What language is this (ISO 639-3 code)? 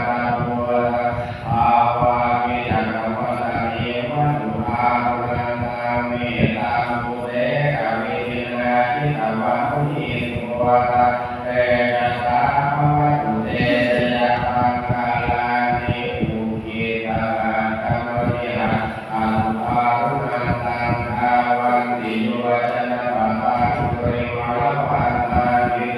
pli